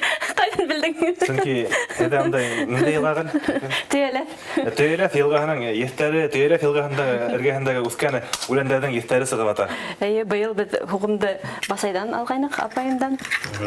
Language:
Bashkir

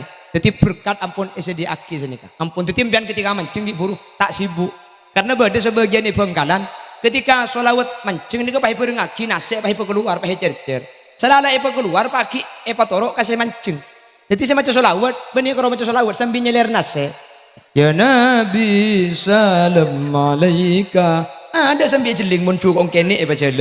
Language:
Madurese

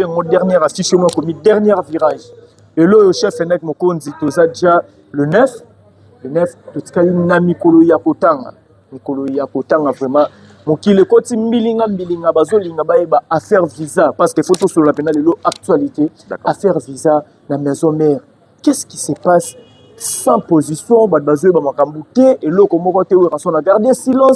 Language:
Lingala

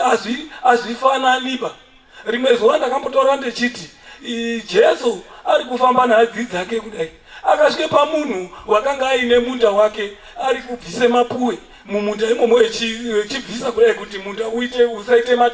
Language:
Shona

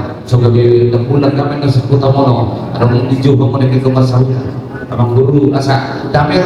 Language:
Batak Toba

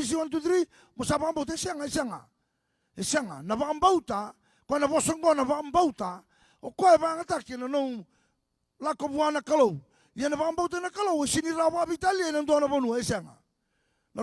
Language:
Fijian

